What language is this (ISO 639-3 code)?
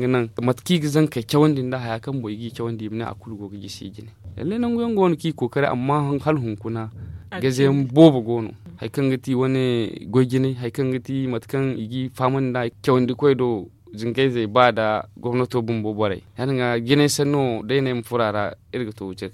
dje